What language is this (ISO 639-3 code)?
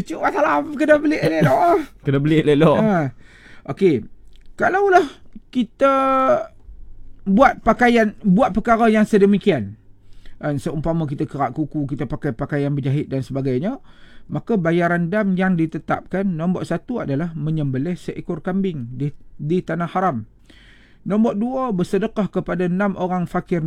msa